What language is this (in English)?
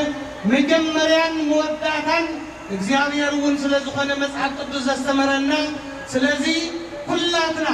Tigrinya